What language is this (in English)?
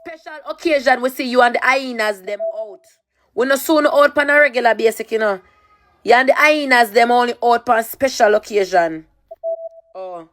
Jamaican Creole English